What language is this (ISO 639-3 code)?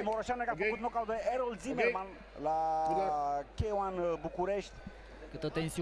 ron